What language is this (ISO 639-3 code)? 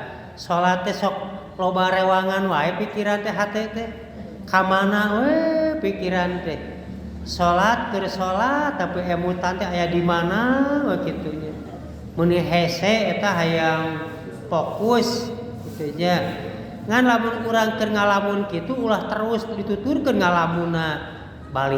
sun